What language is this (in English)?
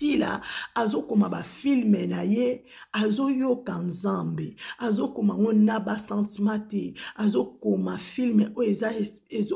Lingala